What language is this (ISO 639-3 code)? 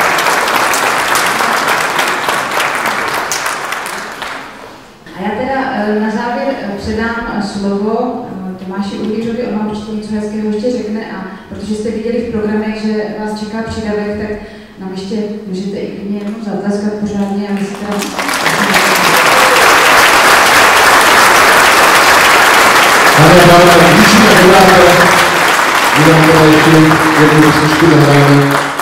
ces